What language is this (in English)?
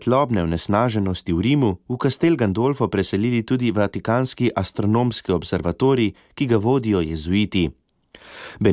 Slovenian